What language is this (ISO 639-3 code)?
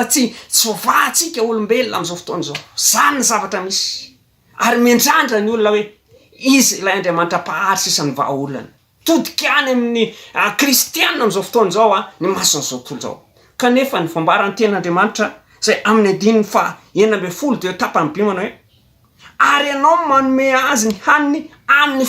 mlg